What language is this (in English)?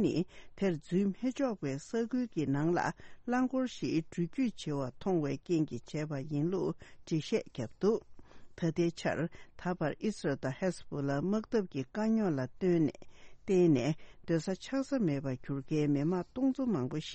Tibetan